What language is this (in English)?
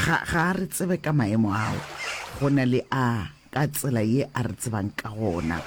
Northern Sotho